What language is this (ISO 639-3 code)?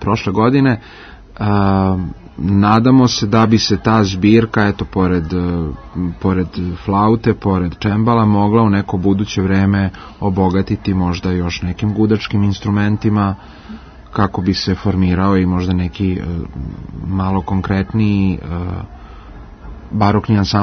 srp